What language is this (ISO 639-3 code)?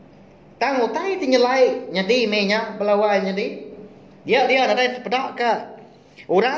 iba